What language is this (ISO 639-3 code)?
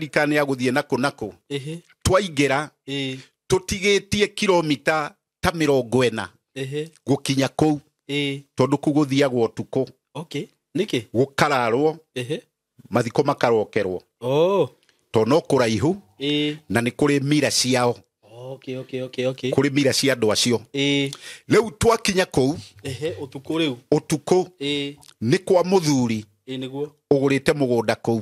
kik